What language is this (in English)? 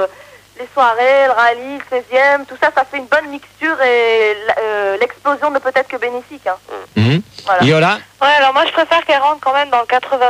French